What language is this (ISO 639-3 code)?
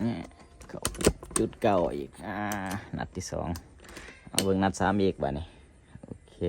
lao